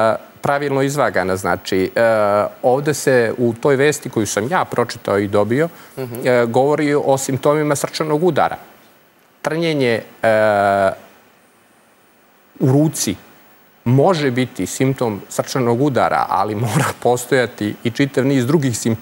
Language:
Serbian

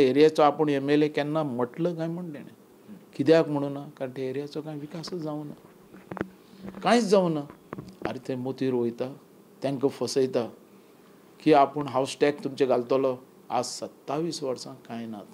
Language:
Konkani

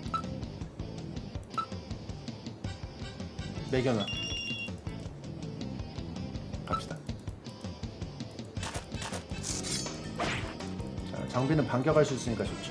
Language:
Korean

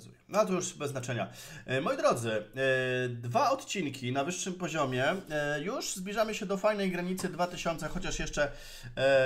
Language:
Polish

